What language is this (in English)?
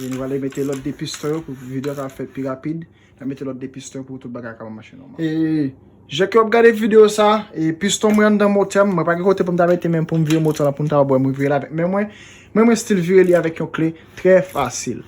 Haitian Creole